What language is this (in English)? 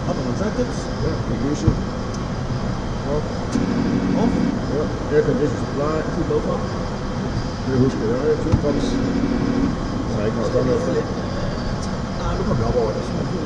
Danish